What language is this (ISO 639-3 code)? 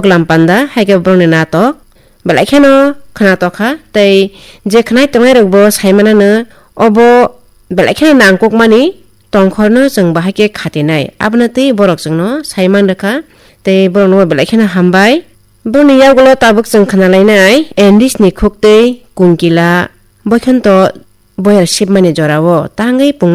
trp